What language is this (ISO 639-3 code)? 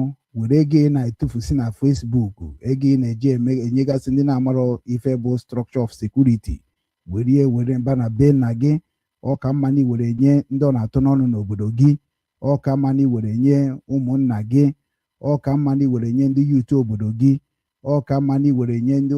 ibo